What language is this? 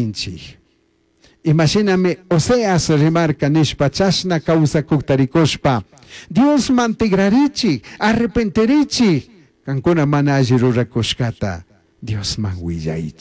Chimborazo Highland Quichua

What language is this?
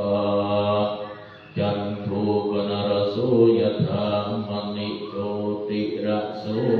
Pali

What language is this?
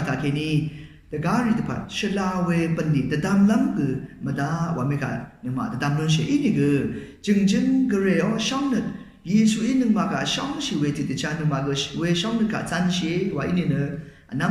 Rawang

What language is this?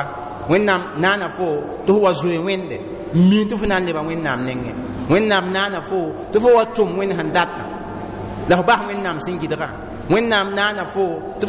Mossi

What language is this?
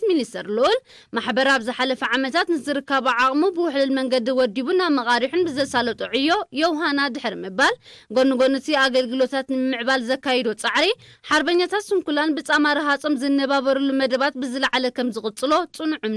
Tigrinya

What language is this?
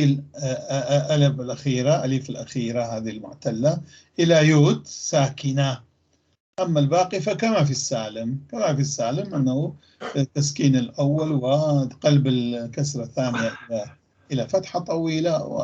North Levantine Arabic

